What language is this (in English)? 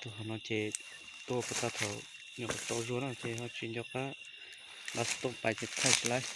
Hmong